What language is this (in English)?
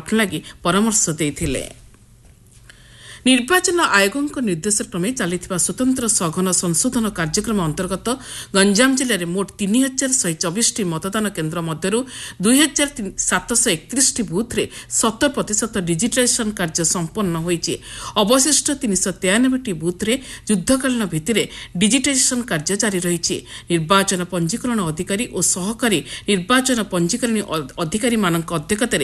Odia